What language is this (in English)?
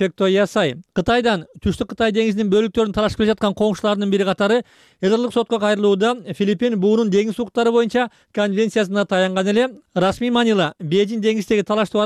Kyrgyz